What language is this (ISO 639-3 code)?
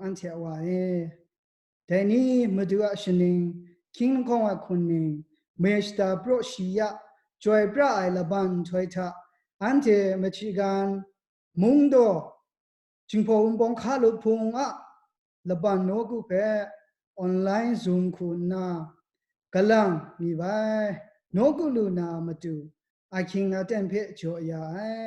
kac